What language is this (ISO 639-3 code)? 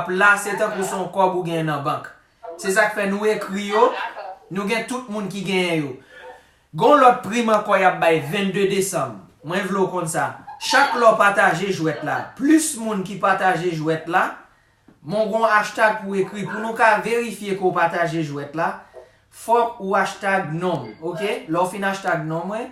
hat